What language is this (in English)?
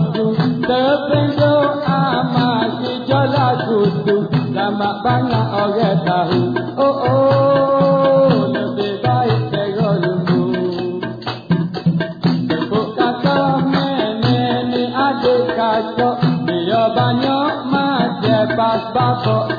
Malay